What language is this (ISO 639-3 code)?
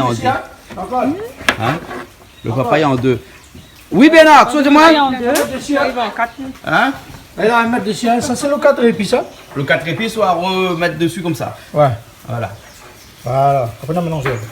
rcf